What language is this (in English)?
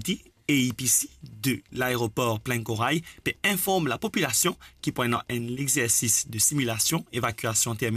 Morisyen